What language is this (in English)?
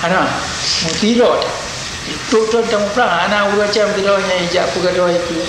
Achinese